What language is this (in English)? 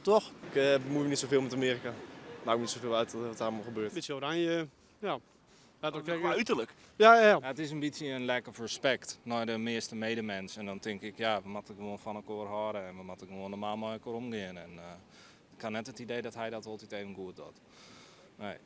Western Frisian